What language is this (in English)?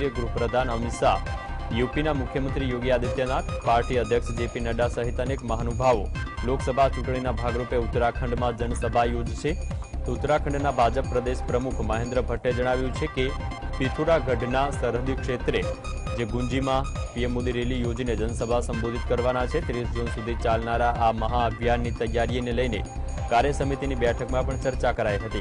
Gujarati